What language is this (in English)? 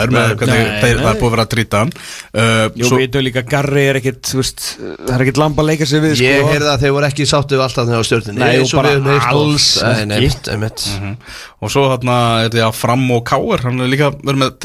Icelandic